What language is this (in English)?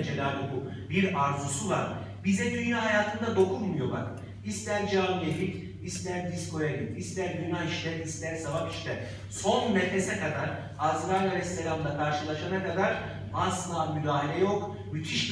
Turkish